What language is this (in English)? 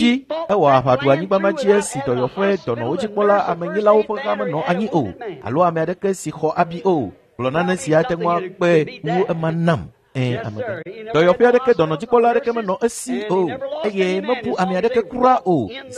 Ewe